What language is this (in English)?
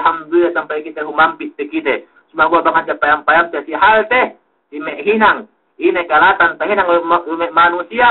Yakan